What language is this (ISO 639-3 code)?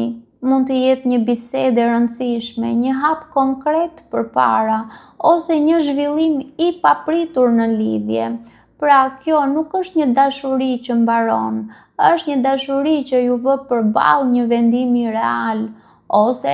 sqi